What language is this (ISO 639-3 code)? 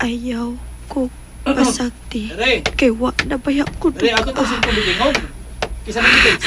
ceb